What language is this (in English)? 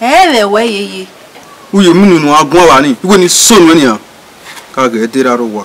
Bini